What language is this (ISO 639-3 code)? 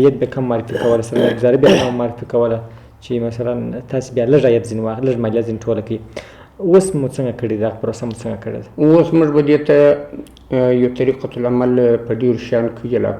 pus